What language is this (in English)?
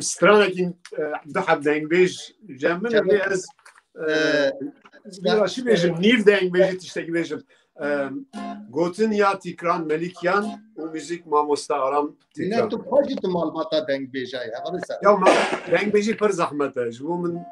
Kurdish